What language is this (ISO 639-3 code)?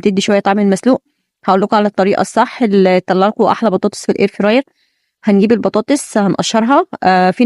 arz